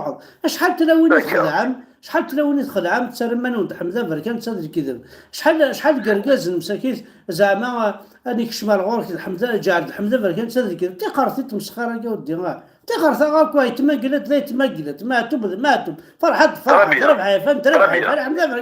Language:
Kabyle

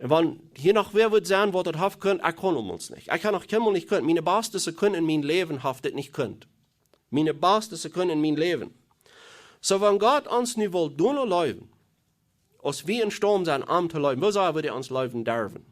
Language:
Plautdietsch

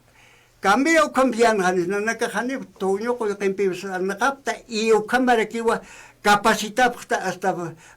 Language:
Aymara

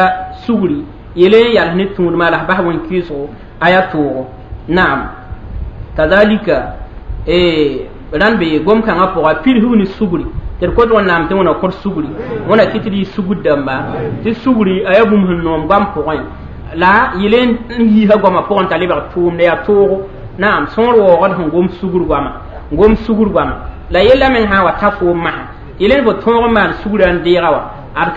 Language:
Mossi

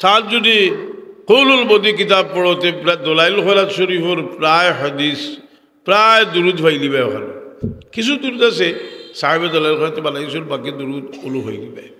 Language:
Sylheti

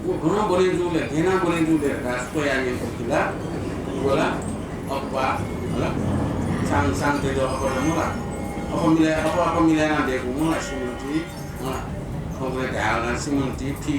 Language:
Newari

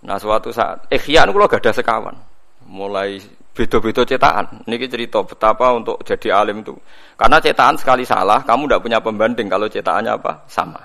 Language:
Javanese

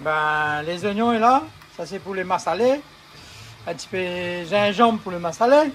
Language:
Réunion Creole French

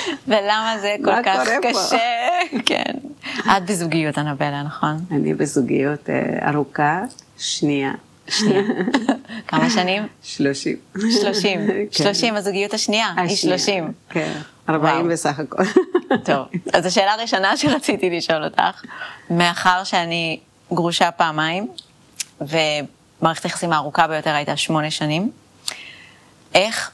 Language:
Hebrew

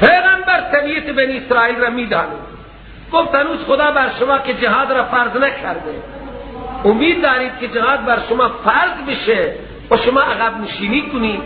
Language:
Persian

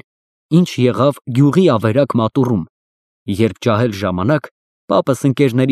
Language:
Armenian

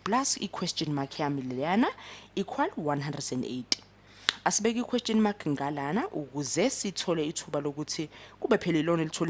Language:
Zulu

